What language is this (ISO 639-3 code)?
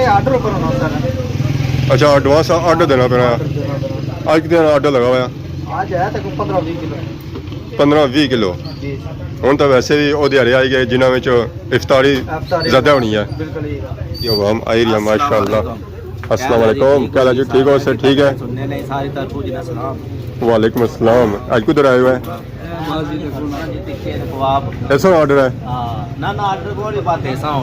phr